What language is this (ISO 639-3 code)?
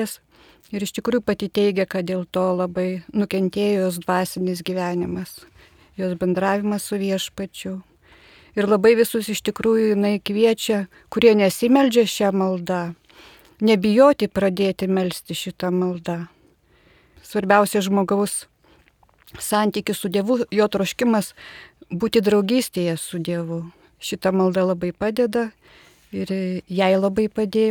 lit